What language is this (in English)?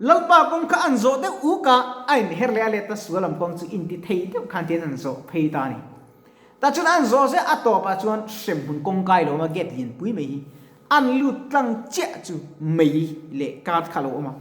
Mizo